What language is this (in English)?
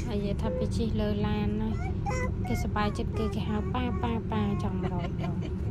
Khmer